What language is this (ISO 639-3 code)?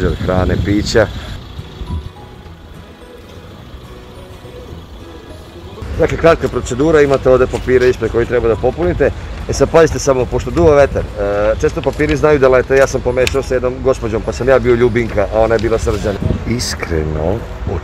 srp